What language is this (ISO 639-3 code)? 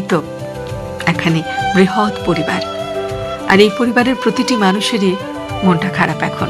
ben